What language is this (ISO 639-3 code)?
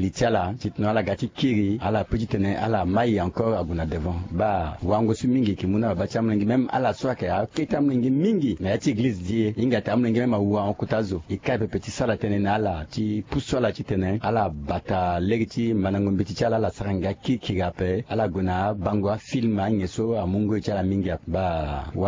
sag